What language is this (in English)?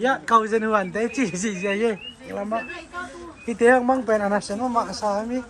Tedim Chin